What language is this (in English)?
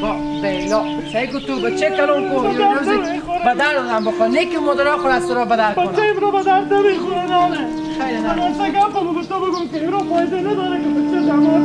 Hazaragi